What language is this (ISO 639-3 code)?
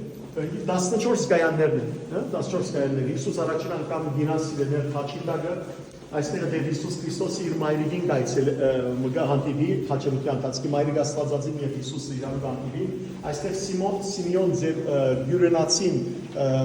hyw